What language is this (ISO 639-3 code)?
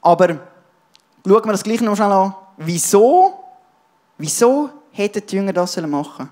gsw